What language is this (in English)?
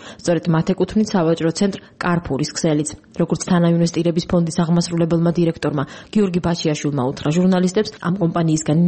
Georgian